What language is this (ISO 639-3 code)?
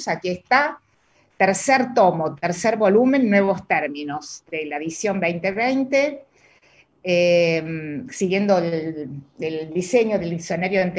spa